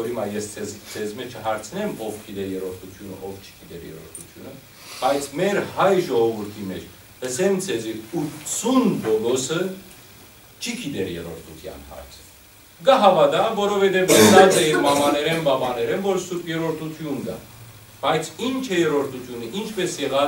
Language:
Western Armenian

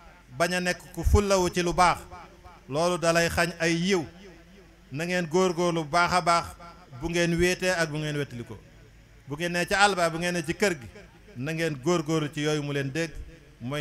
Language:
Wolof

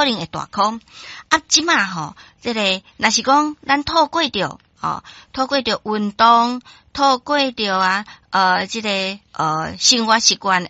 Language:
Min Nan Chinese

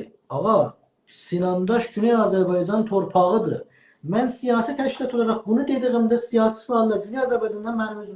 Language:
South Azerbaijani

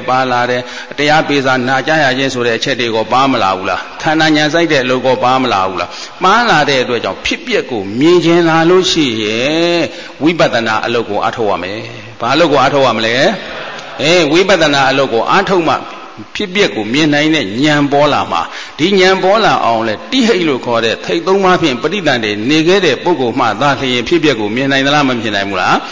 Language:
Burmese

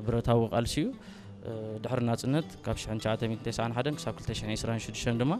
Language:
Tigrinya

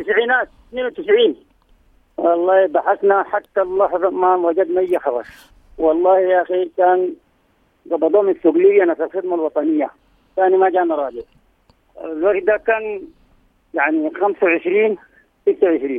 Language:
Sudanese Arabic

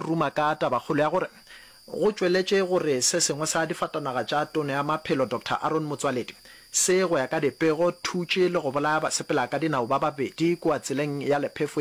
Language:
Northern Sotho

